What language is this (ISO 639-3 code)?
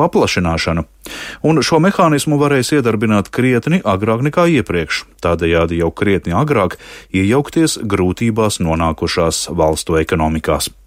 lav